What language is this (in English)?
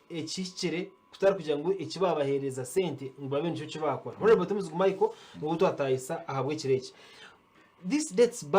Nyankole